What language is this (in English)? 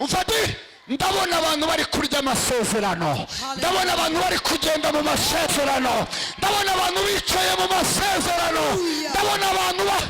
Kinyarwanda